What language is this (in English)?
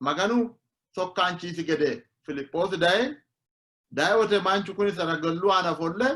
Sidamo